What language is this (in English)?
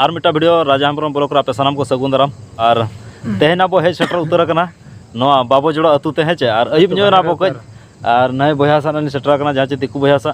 Santali